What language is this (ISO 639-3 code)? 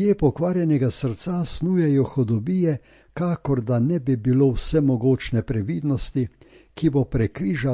slv